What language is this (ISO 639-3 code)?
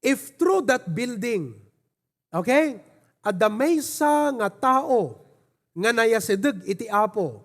ilo